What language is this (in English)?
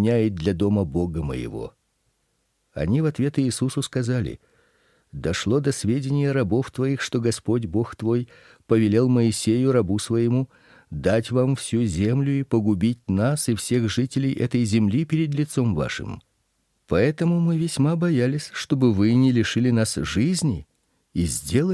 Russian